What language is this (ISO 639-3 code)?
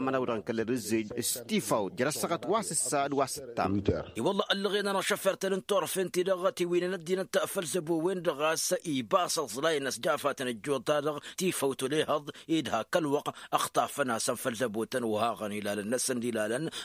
taq